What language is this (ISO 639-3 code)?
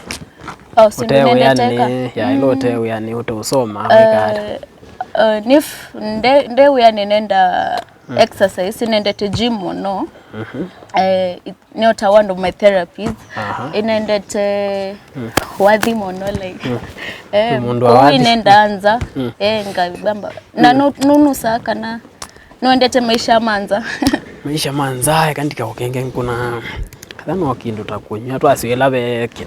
kam